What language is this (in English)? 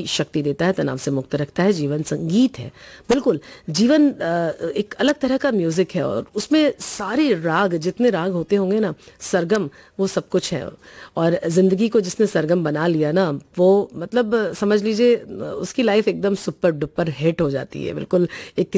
Hindi